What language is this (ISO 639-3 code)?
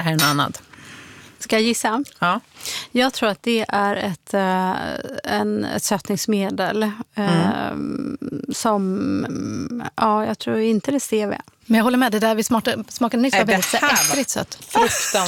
swe